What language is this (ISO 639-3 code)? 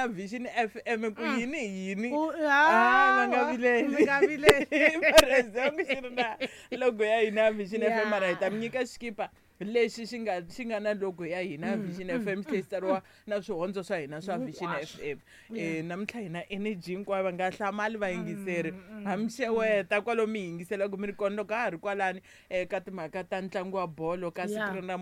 tso